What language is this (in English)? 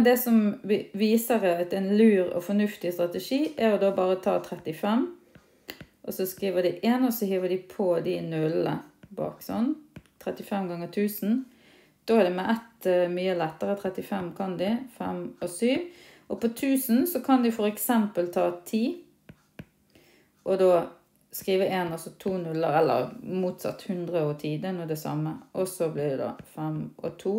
Norwegian